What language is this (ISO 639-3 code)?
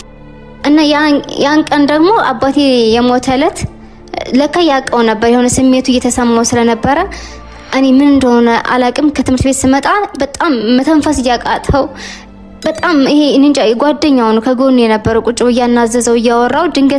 amh